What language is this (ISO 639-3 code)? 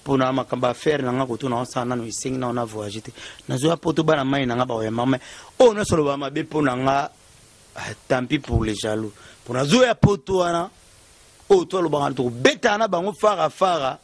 lin